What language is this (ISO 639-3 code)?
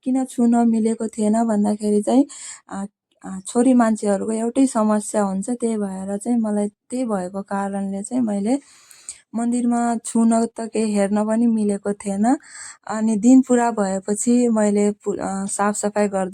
nep